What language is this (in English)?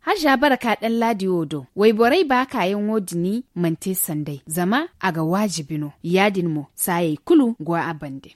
Zarma